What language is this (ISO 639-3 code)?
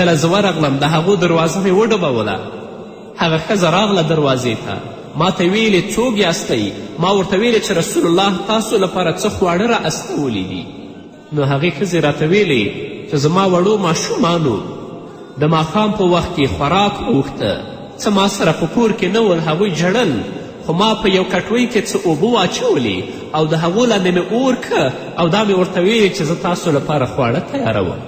pus